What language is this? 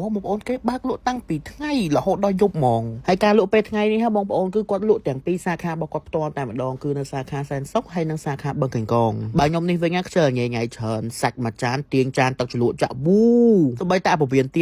Khmer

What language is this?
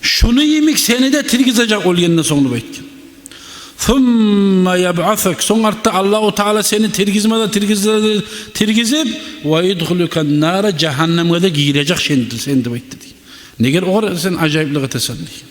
Kumyk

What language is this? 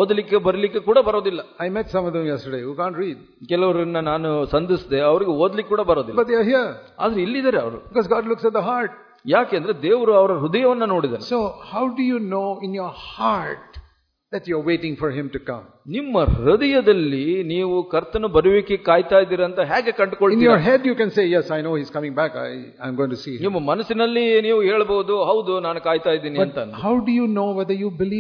Kannada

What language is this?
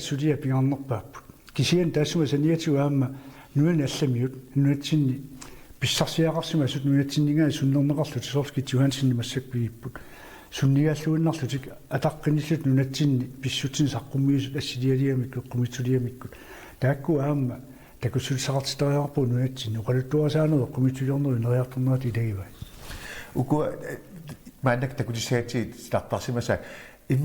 Kalaallisut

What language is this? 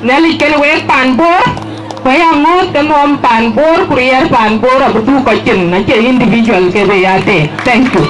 Dinka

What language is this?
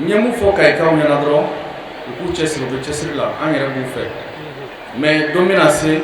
Bambara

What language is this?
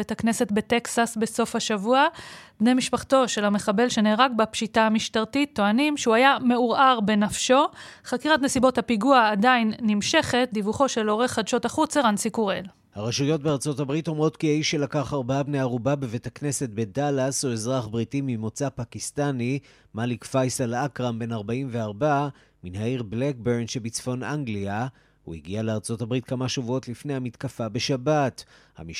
Hebrew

